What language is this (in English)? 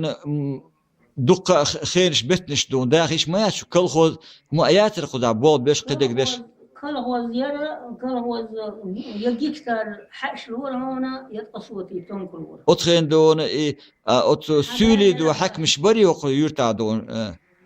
Chechen